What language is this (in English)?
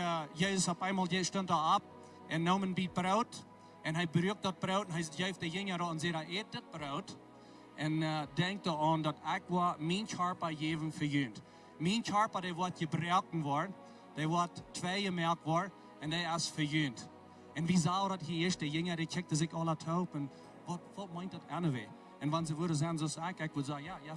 Plautdietsch